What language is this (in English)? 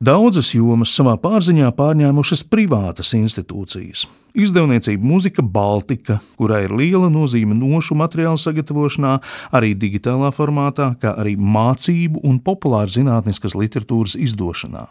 Latvian